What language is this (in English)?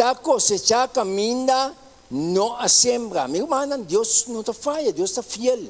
Papiamento